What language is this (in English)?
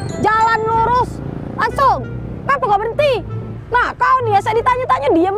Musi